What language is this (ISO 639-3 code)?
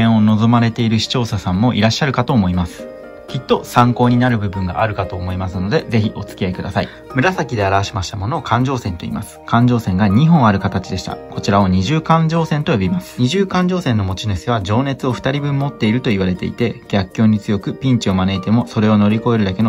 jpn